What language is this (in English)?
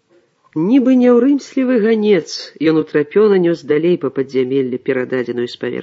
Belarusian